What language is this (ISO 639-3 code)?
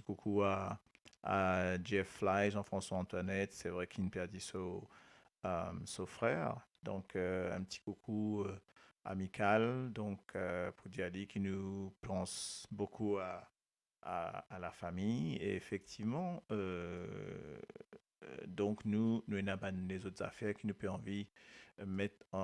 mfe